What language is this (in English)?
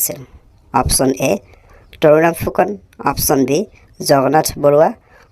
Assamese